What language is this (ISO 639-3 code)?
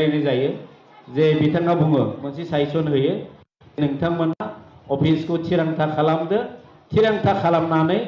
brx